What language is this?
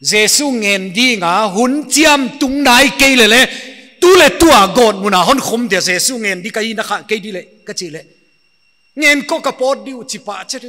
Paite Chin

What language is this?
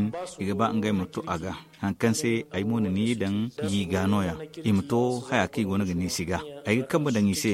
Zarma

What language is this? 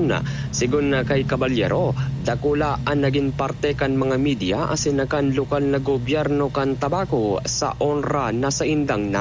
Bikol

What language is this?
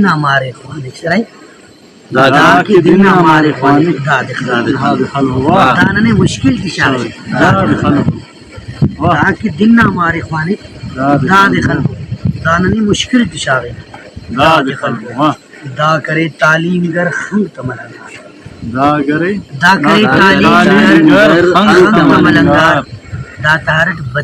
Brahui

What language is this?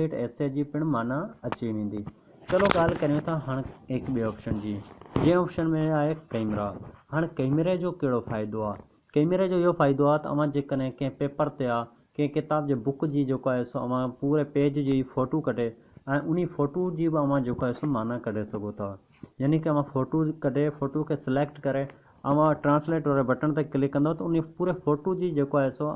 Sindhi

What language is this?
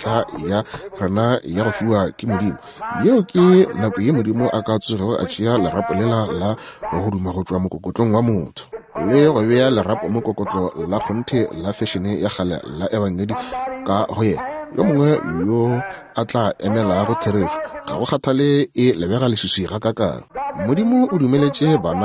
Northern Sotho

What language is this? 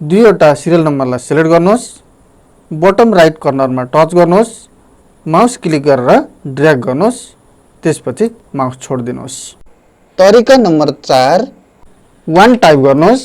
Nepali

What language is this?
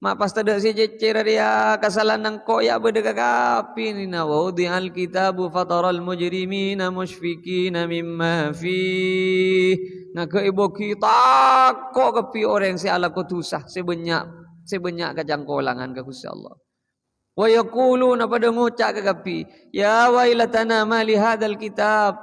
Madurese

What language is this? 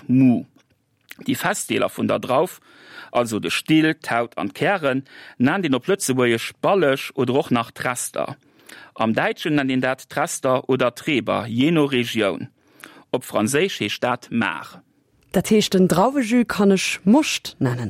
Luxembourgish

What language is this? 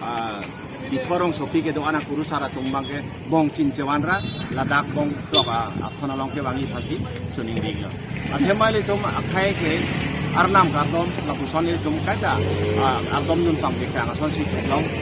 Karbi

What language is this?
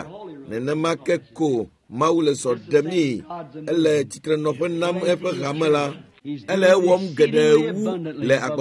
Ewe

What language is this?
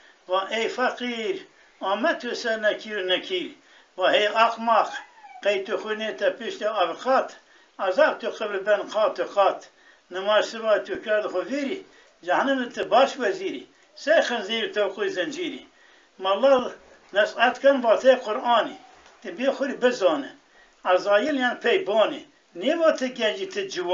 Zaza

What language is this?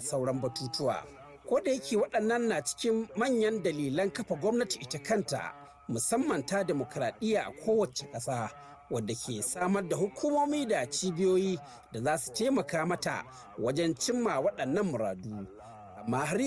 Hausa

